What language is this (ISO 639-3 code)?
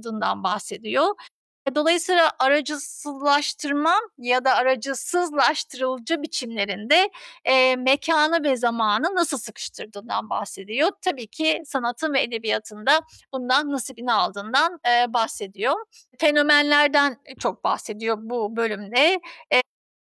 tur